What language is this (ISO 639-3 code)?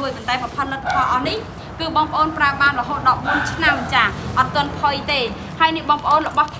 khm